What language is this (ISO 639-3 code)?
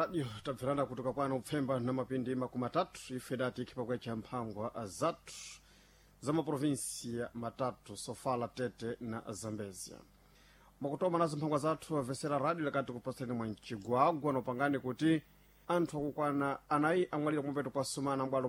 seh